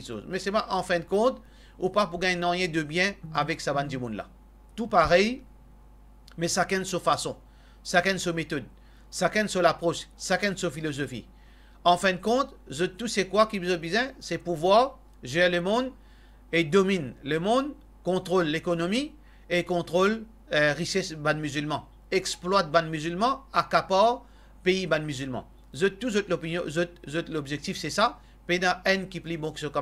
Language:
Morisyen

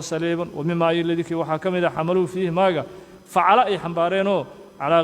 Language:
Somali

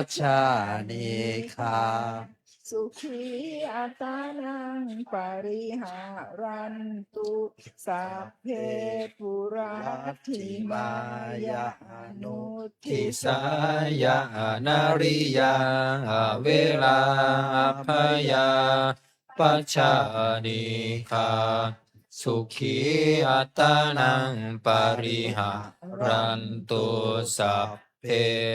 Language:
Pali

